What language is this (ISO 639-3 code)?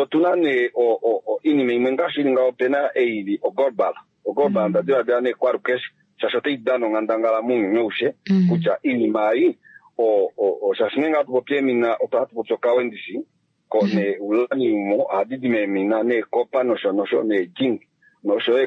kua